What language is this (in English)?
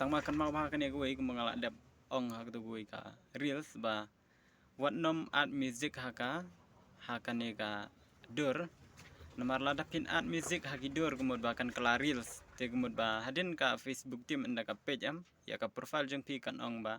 Khasi